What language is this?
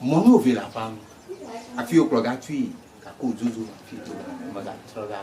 Ewe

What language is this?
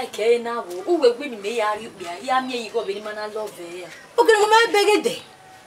Bini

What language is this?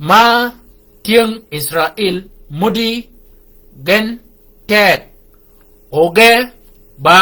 Shilluk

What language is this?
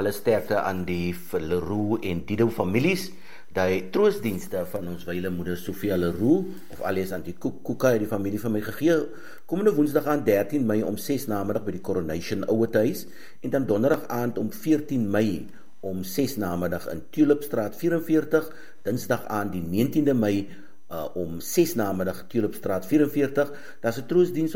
Afrikaans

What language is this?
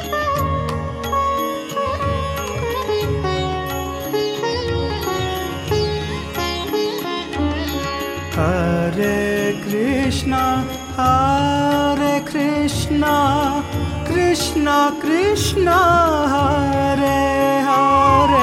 Hindi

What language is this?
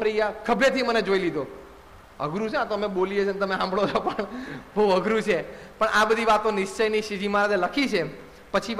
Gujarati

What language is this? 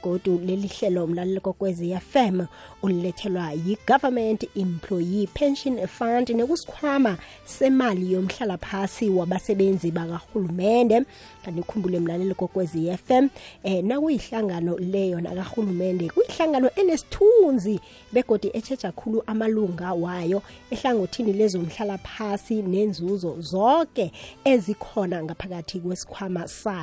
South Ndebele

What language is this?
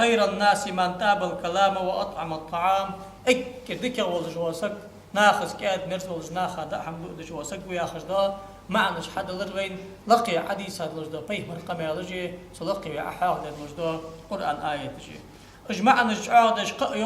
Ingush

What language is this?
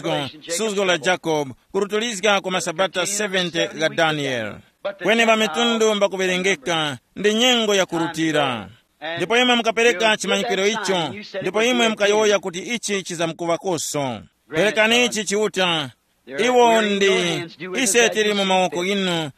Tumbuka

